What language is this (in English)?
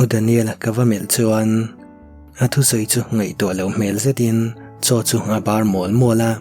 Mizo